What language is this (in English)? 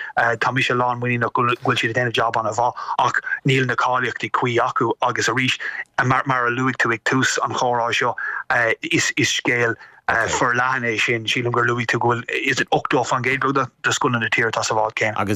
Irish